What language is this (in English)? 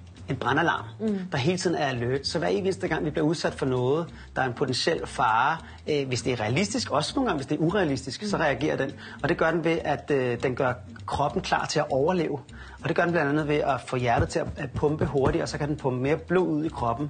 Danish